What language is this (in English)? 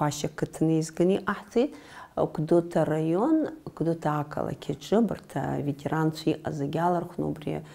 Abkhazian